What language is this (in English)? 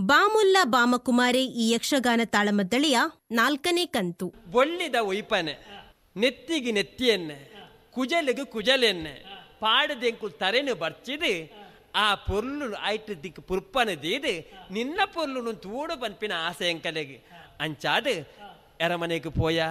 Tulu